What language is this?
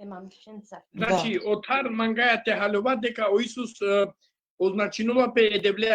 Balkan Romani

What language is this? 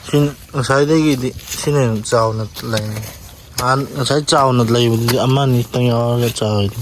Manipuri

